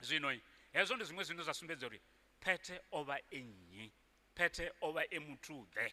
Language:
Venda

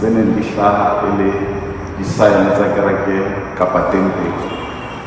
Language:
Southern Sotho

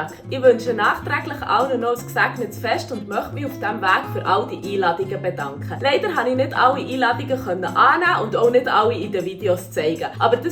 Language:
Swiss German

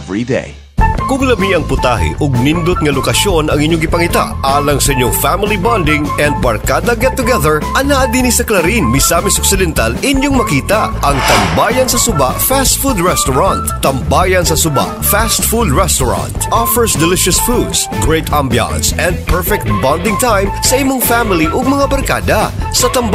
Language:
Cebuano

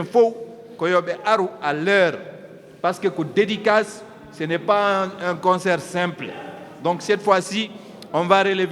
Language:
Fula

